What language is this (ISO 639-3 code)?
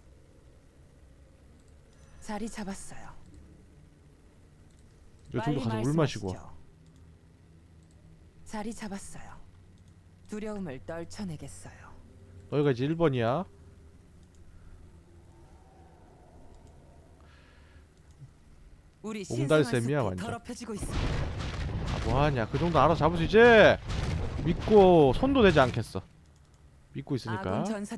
kor